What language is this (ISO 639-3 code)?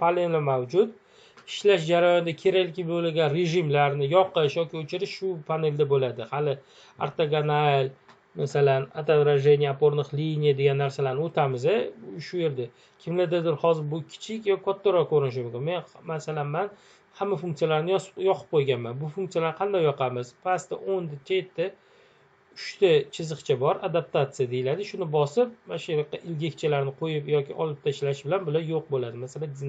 uzb